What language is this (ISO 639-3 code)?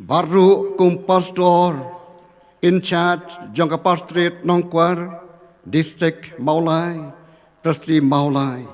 kha